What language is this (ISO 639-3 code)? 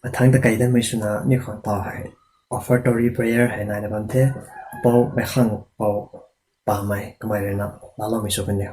nbu